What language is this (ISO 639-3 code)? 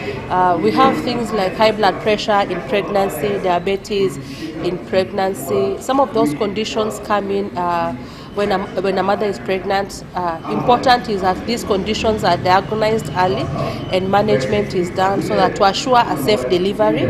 guz